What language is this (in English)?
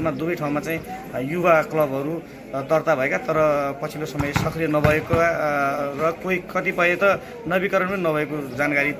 Nepali